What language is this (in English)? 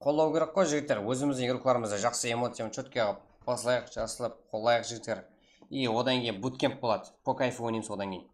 Kara-Kalpak